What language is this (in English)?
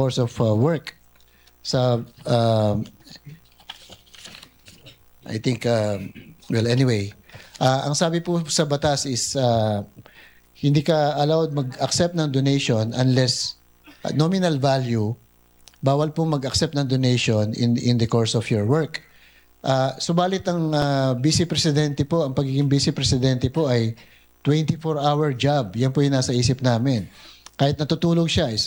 Filipino